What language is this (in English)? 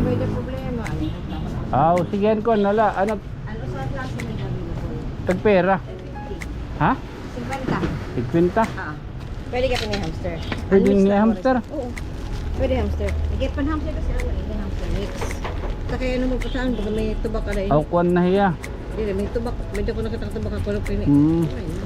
Waray